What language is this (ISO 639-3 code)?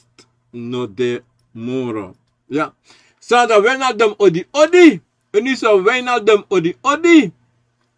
srn